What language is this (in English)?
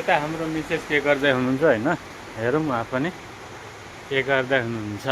Nepali